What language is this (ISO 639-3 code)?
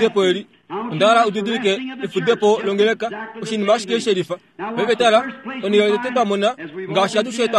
kua